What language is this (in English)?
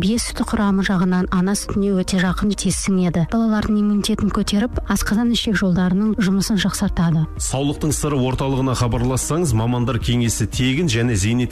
Kazakh